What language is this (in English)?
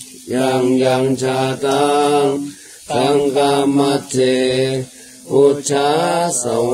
Pali